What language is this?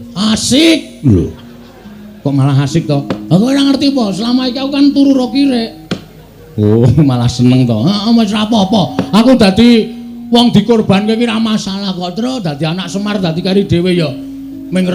Javanese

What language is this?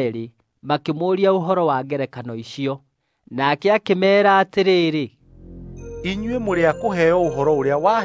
Kikuyu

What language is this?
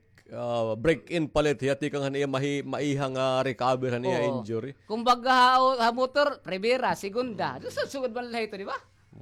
Waray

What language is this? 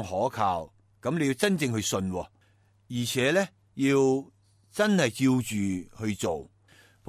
Cantonese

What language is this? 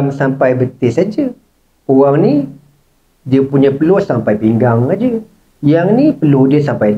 Malay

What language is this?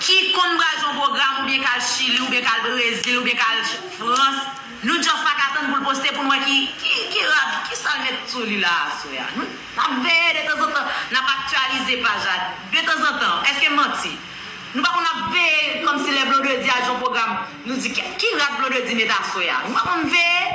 Haitian Creole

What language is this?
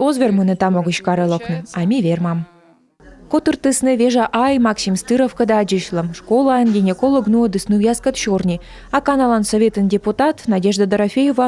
Komi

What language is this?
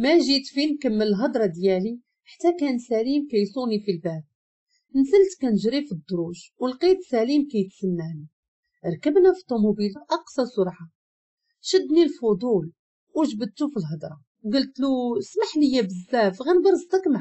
Moroccan Arabic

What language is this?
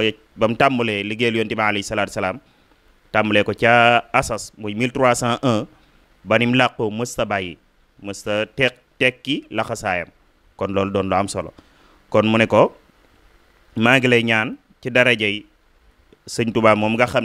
Wolof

